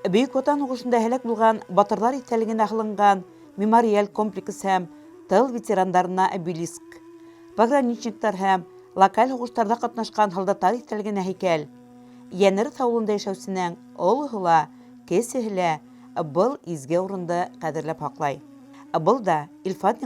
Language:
Bashkir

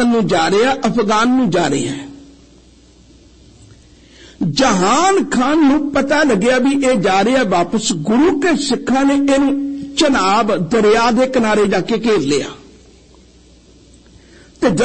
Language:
Punjabi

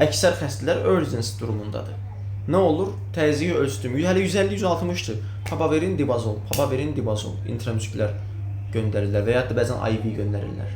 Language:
Azerbaijani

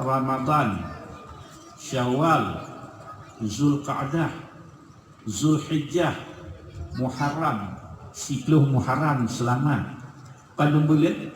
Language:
Achinese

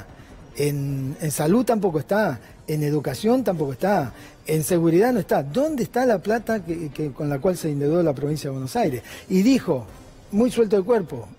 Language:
Spanish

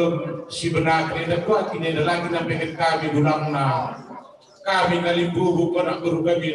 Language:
Batak Karo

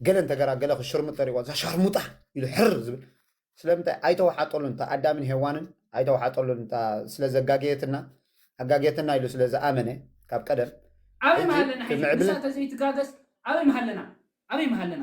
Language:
Tigrinya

